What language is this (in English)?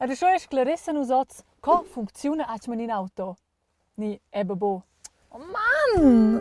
Romansh